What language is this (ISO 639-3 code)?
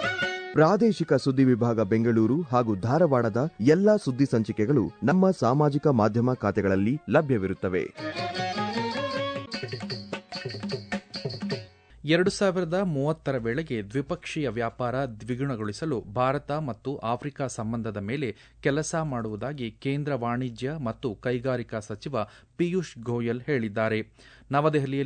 kan